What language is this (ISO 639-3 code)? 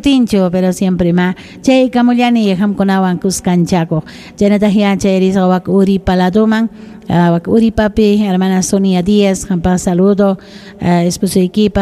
quy